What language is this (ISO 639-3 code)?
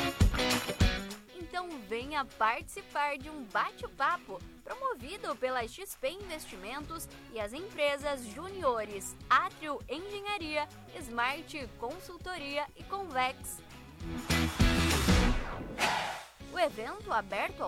por